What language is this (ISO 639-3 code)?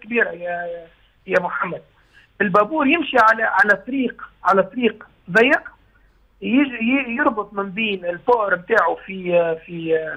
aeb